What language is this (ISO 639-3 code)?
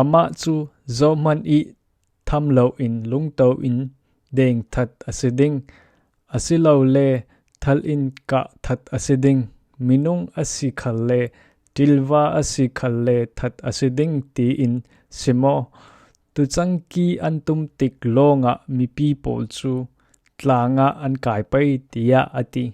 cfm